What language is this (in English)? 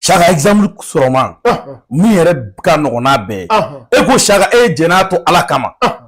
Bambara